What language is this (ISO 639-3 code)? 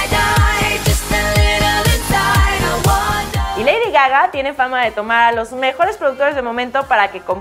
spa